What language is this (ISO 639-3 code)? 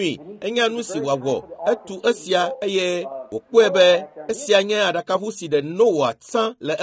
ewe